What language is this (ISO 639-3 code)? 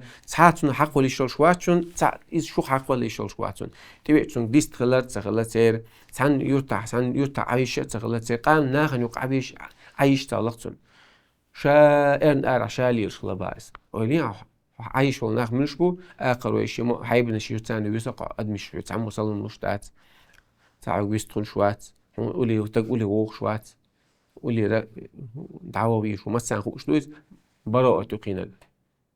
che